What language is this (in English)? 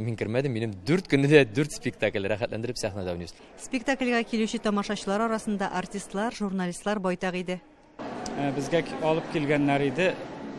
Tatar